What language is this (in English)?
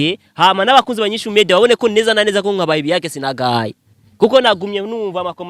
Rundi